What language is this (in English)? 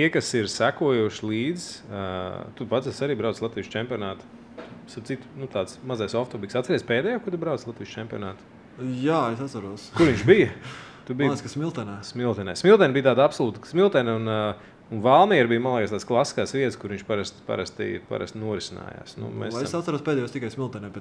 Latvian